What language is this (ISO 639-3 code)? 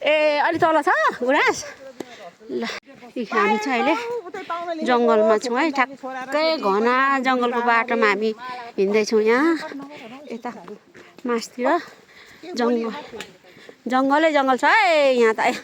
nep